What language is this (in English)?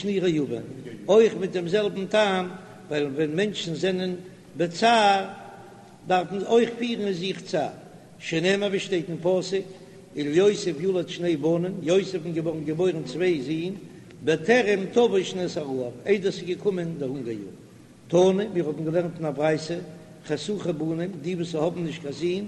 Yiddish